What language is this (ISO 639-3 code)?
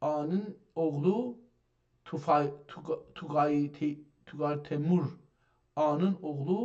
azb